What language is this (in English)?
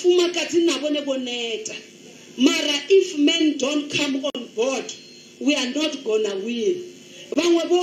Venda